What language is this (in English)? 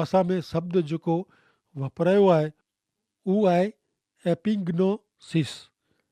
Kachhi